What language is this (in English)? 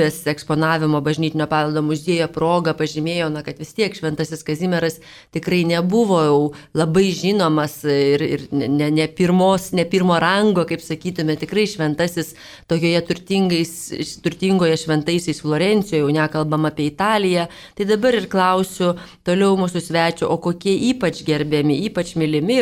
Lithuanian